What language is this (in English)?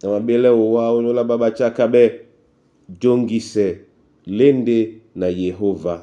Duala